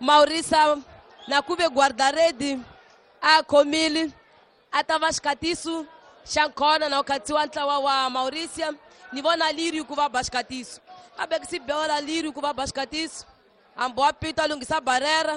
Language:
Tsonga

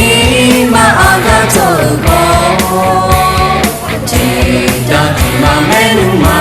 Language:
Akha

